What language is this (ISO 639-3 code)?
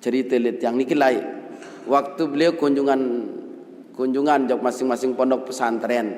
sas